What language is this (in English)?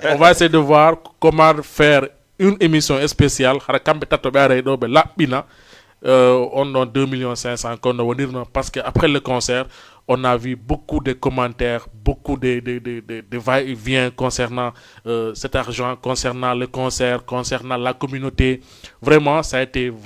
Fula